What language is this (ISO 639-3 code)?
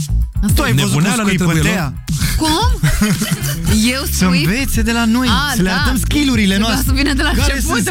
ron